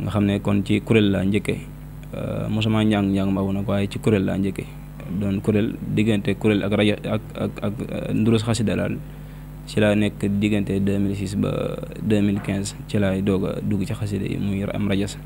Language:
Wolof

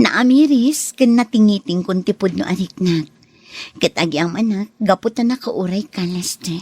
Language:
Iloko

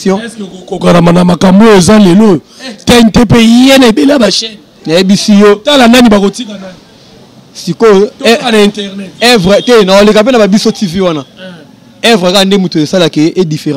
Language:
Lingala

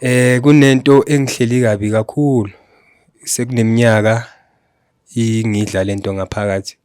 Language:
Zulu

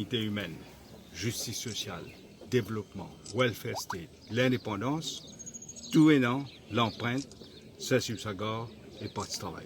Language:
Morisyen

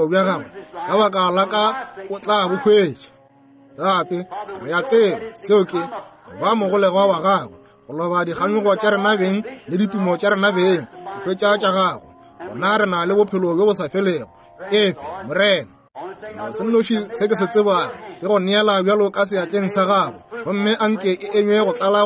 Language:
Northern Sotho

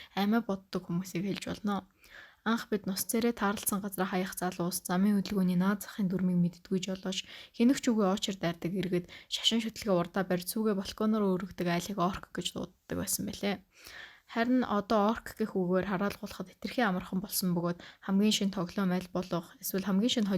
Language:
Mongolian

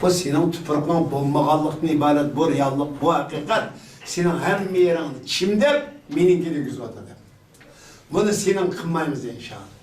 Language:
Uyghur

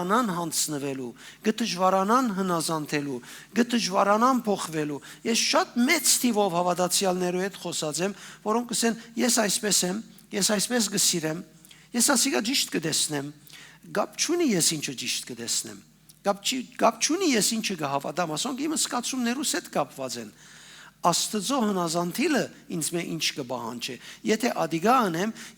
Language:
Western Armenian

